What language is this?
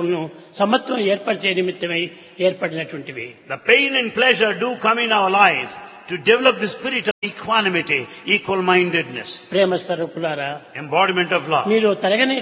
Telugu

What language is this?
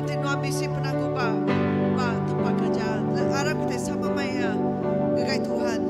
Iban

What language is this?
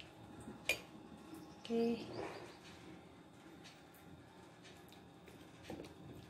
Kannada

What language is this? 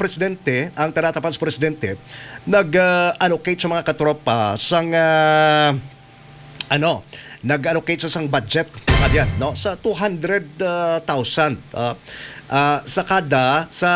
Hiligaynon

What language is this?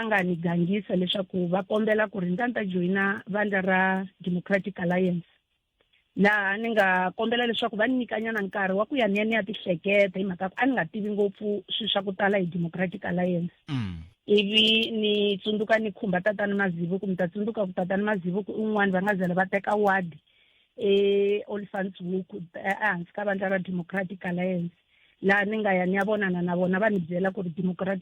Tsonga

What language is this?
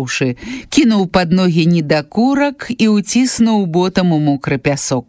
Belarusian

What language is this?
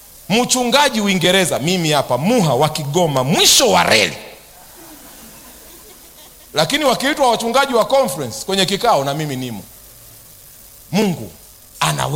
Swahili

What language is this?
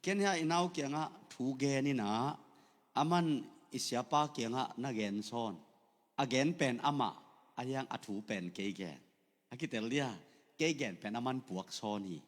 Tedim Chin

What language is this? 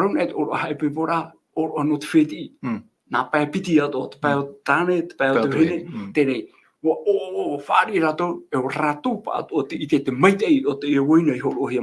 Tahitian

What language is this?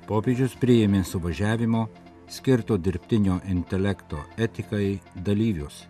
Lithuanian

